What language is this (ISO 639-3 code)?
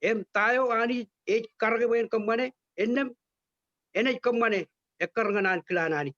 mah